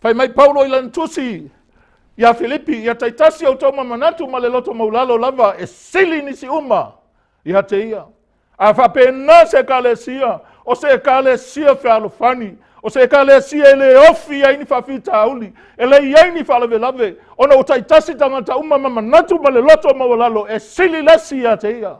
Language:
Samoan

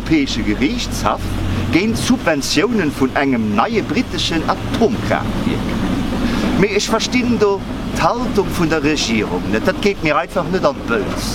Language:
Luxembourgish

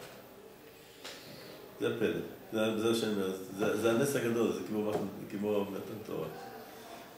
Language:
Hebrew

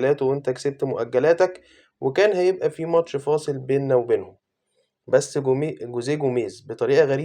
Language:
Egyptian Arabic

